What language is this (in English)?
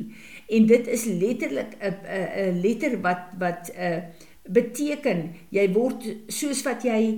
Afrikaans